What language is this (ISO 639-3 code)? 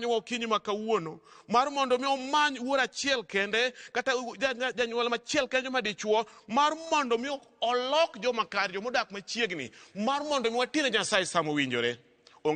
luo